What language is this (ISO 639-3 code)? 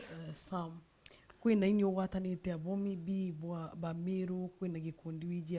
mer